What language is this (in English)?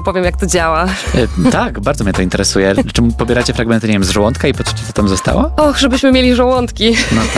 Polish